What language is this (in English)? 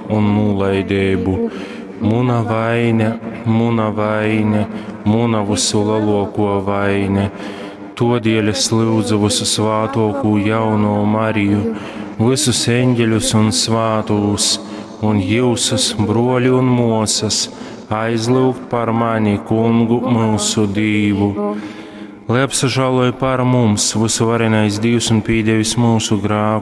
Latgalian